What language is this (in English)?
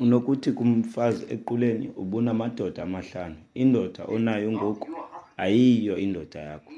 Xhosa